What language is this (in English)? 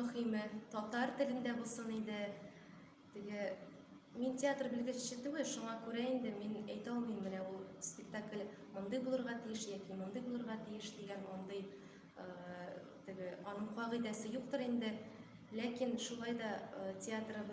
Tatar